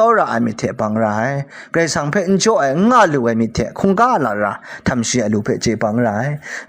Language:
Kachin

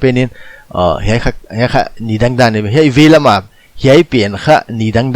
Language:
Paite Chin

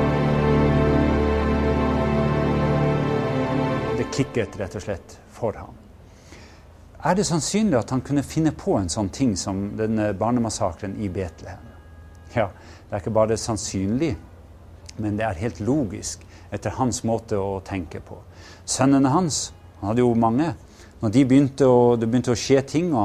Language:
Norwegian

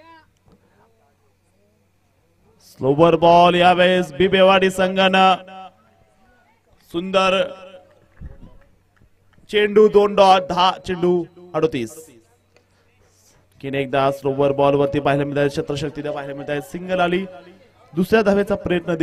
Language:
Marathi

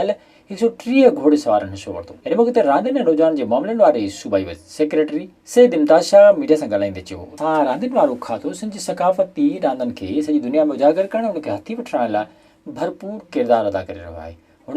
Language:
Sindhi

